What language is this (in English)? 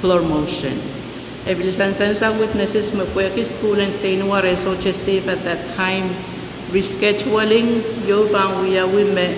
Pohnpeian